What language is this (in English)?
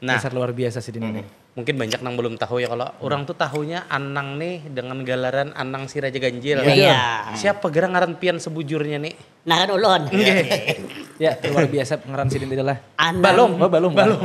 Banjar